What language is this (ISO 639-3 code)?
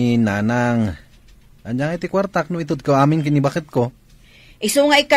ilo